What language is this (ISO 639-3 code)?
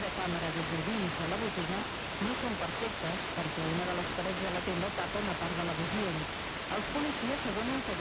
cat